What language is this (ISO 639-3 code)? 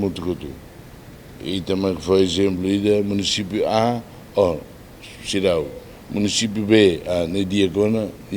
tet